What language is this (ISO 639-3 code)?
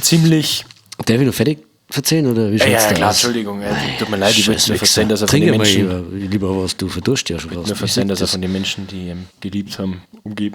bar